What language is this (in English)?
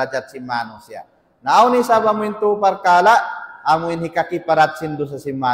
Tausug